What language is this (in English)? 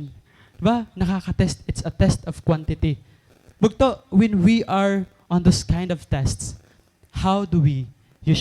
Waray